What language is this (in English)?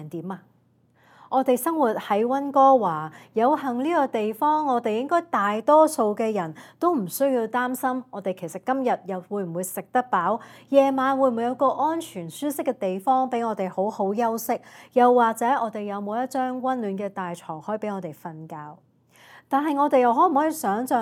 Cantonese